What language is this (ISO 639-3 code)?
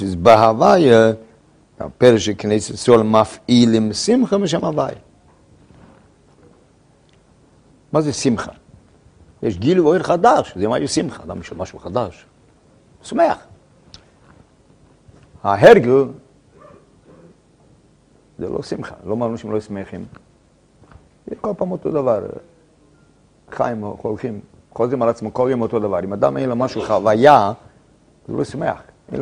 heb